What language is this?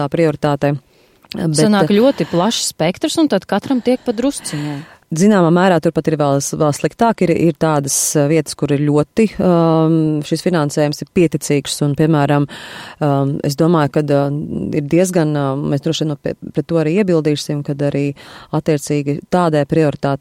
Latvian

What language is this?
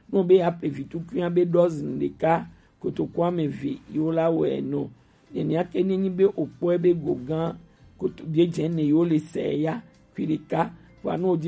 Gen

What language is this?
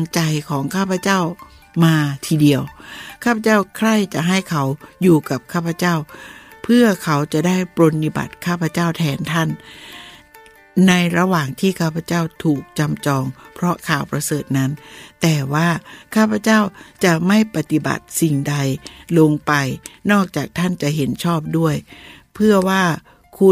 Thai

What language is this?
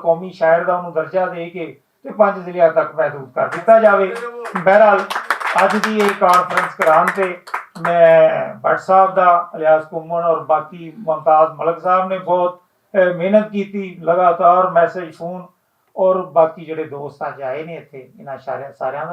Western Panjabi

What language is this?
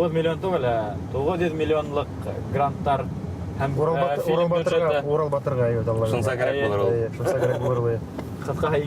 Bashkir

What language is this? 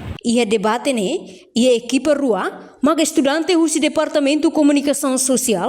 Tetum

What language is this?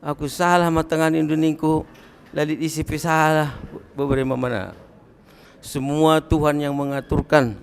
Batak Karo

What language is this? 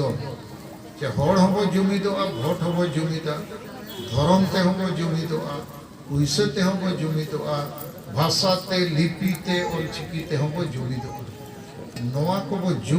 Santali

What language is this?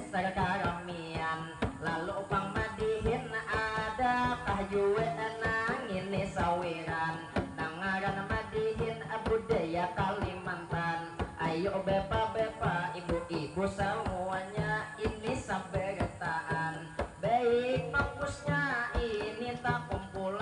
Banjar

